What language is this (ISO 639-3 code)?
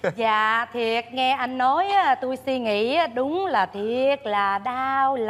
vie